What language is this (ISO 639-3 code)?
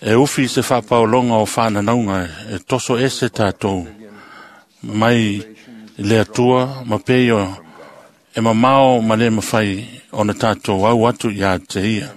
smo